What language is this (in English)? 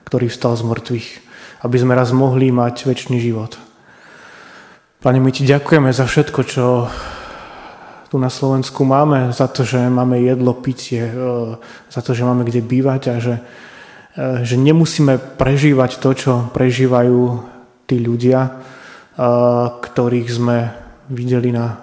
Slovak